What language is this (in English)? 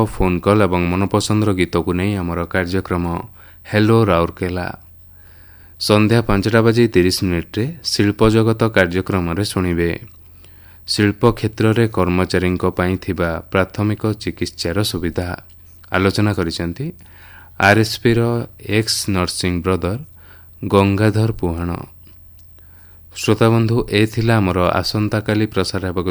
Odia